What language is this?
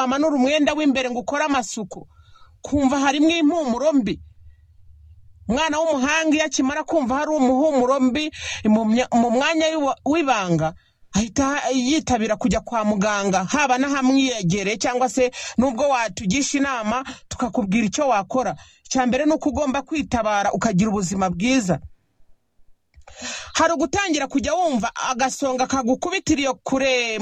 Kinyarwanda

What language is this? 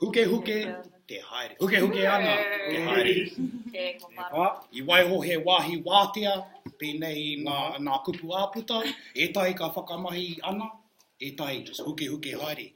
Māori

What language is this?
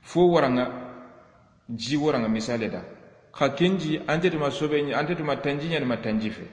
Soninke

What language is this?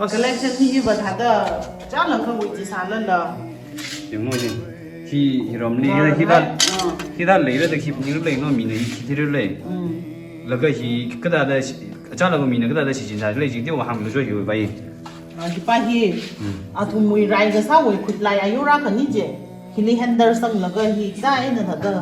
Tangkhul Naga (India)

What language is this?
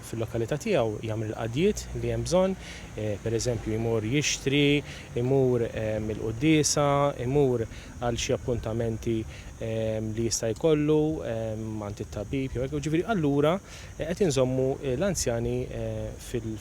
Maltese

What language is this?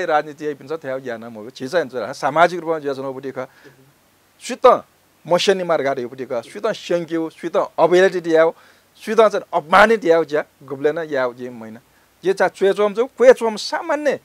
Newari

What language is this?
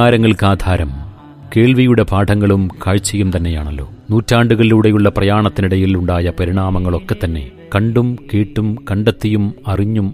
Malayalam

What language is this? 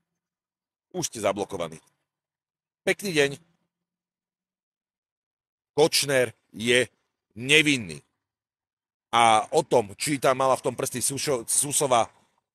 Slovak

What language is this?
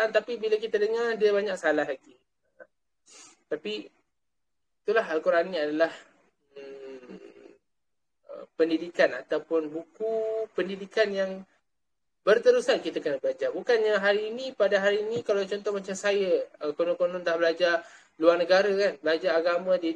Malay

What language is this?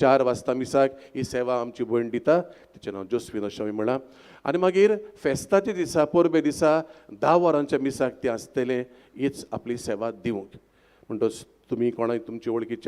Konkani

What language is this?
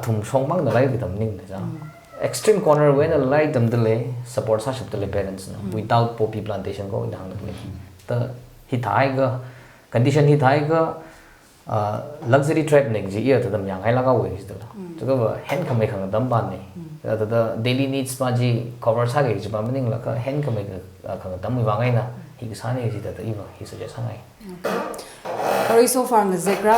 Tangkhul Naga (India)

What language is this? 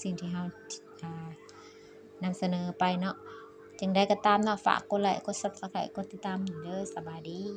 Lao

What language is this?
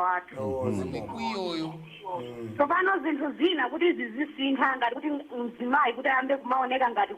Nyanja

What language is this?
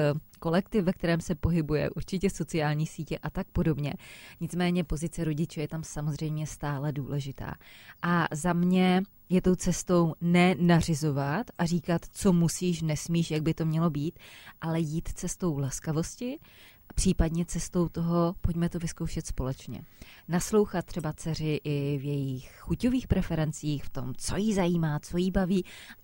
Czech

